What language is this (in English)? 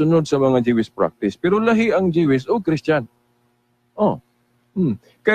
Cebuano